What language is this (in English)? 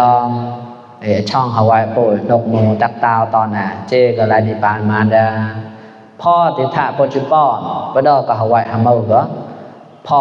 Mon